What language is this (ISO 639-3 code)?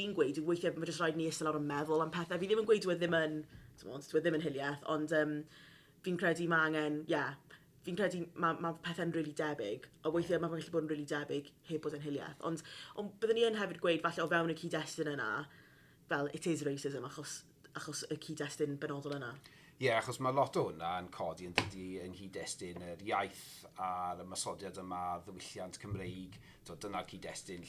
cym